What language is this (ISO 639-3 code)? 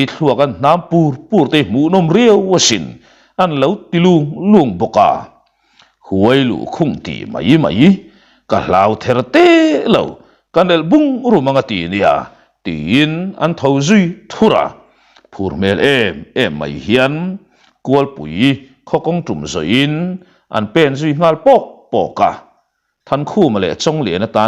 lus